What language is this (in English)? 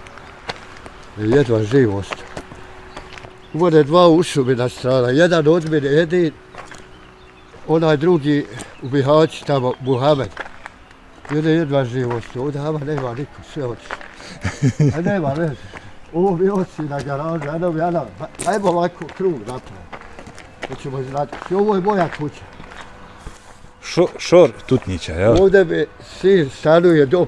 Bosnian